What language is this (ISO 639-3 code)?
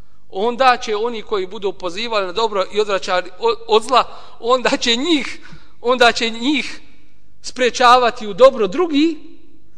bos